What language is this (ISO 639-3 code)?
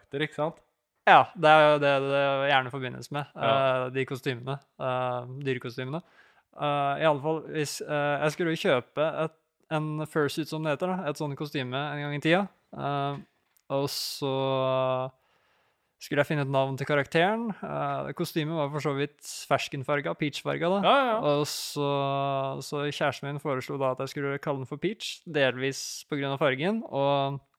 nor